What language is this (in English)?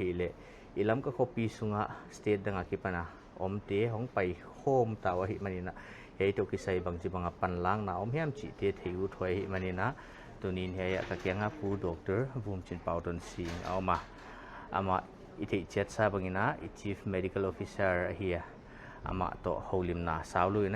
Paite Chin